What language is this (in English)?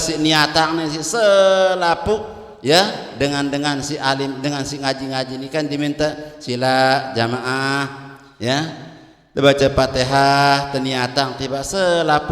Sasak